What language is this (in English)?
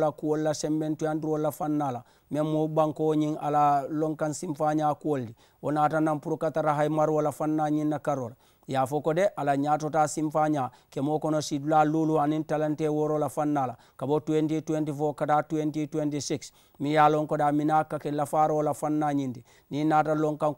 Mandingo